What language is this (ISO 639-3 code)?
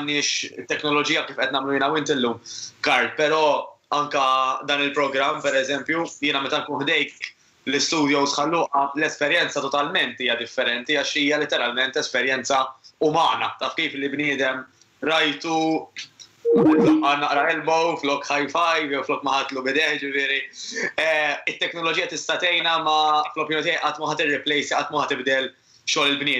mlt